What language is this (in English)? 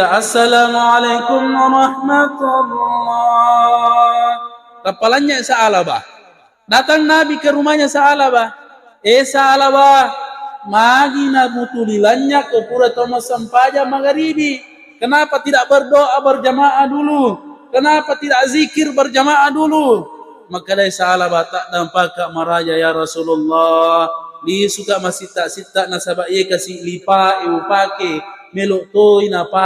Buginese